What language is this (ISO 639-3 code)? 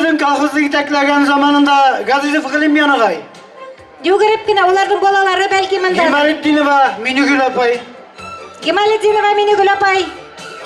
bak